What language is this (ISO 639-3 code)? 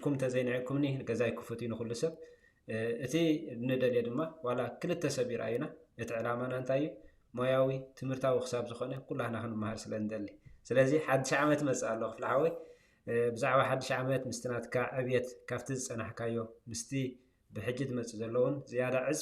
tir